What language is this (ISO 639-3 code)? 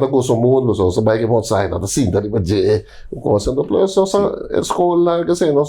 pap